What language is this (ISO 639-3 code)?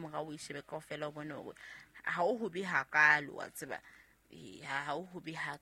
sot